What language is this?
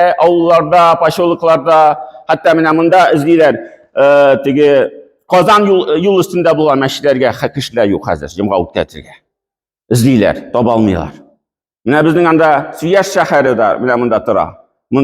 Tatar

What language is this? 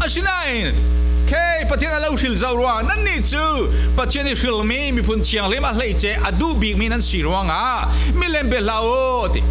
Falam Chin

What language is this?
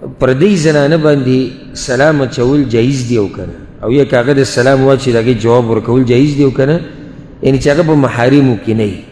Pashto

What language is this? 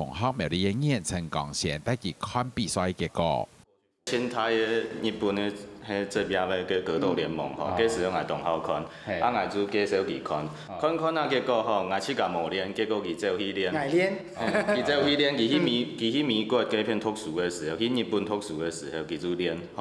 Hakka Chinese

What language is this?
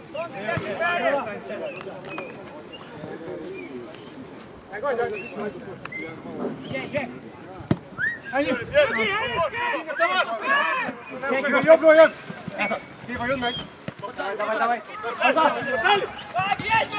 Hungarian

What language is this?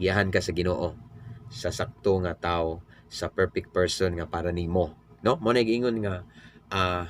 Cebuano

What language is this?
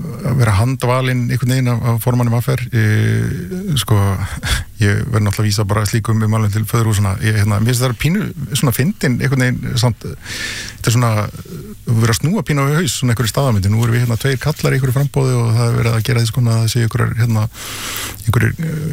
Icelandic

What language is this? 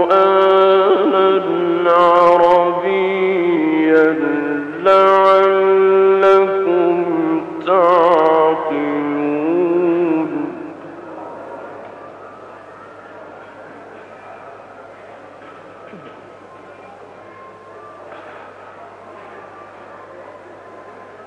Arabic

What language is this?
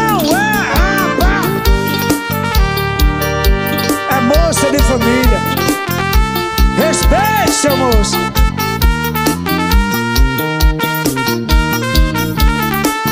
Portuguese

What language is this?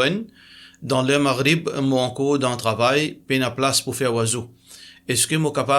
Morisyen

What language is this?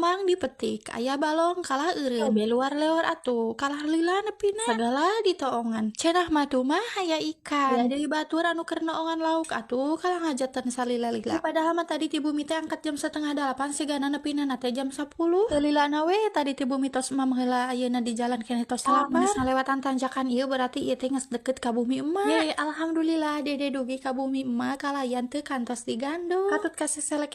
Sundanese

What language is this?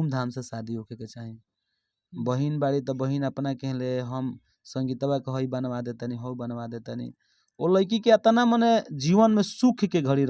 Bhojpuri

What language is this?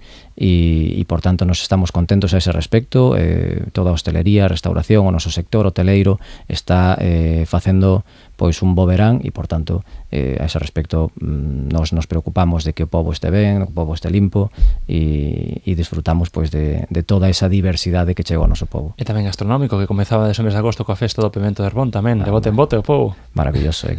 Galician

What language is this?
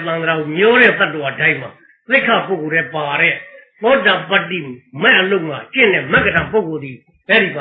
Burmese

